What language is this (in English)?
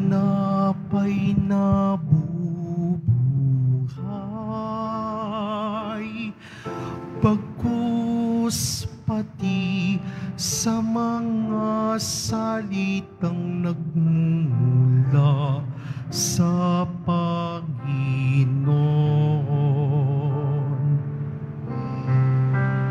Filipino